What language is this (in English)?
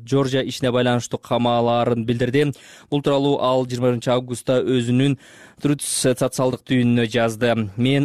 Kyrgyz